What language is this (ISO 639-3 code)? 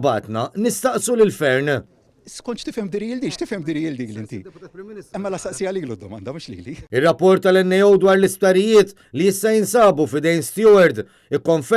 mlt